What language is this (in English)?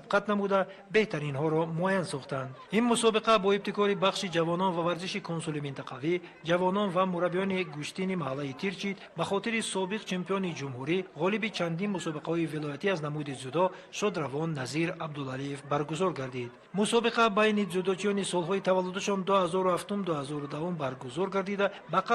Tajik